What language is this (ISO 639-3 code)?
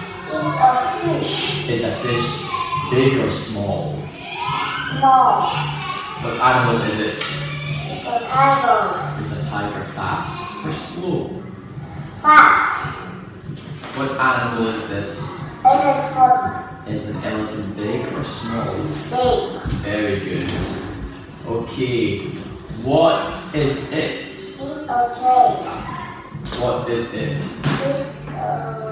eng